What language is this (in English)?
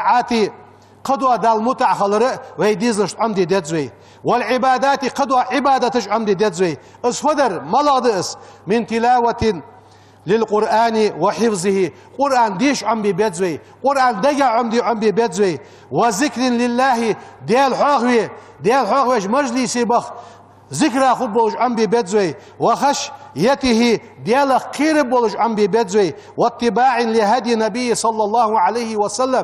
Ingush